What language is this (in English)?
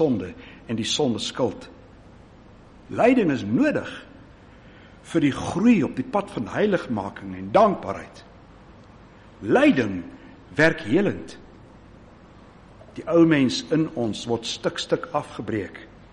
Afrikaans